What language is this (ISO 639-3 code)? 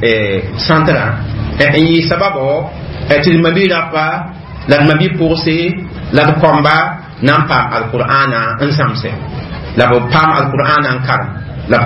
mos